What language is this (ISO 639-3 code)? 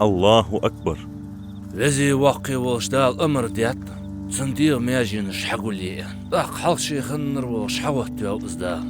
inh